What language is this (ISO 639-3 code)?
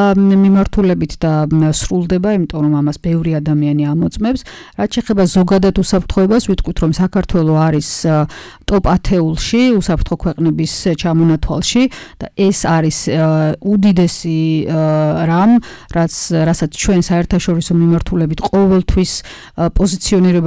kat